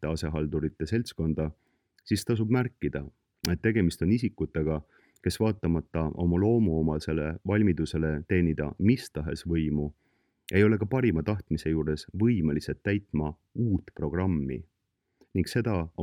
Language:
Estonian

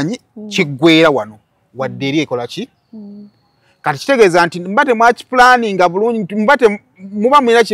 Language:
Ganda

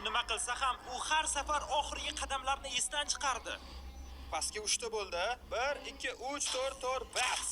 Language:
Uzbek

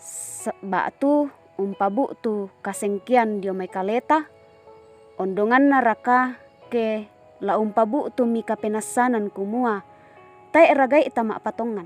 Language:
Toraja-Sa'dan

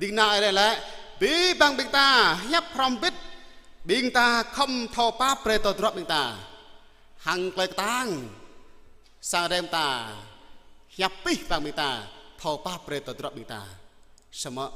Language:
Jarai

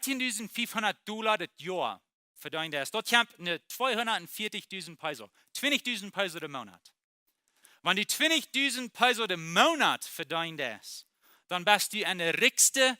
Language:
Plautdietsch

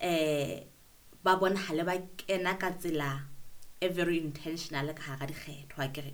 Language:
Southern Sotho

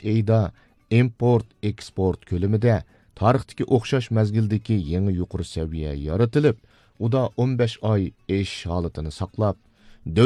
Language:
Uyghur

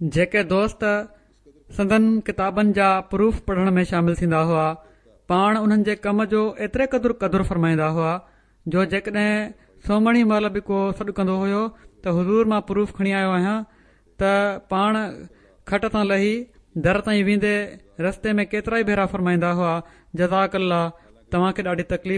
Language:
Sindhi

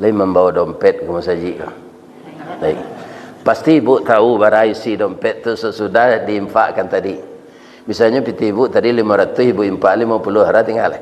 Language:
Minangkabau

